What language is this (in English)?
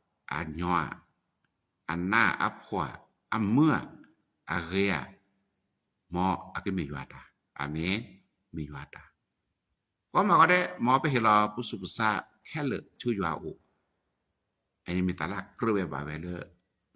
S'gaw Karen